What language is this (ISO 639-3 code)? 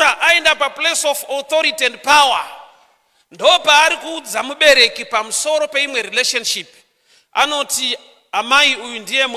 sna